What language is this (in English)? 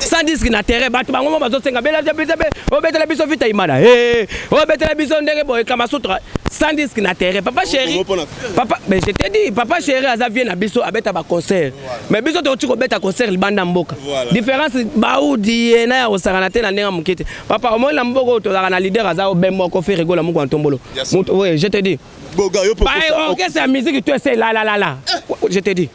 Lingala